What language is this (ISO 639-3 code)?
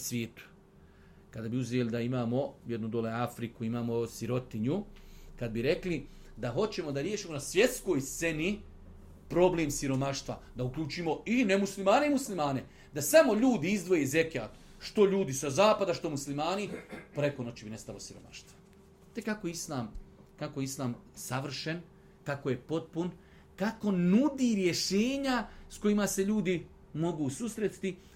bos